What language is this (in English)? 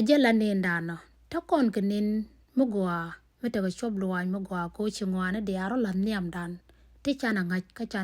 Nuer